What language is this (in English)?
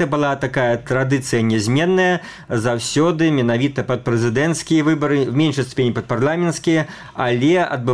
Belarusian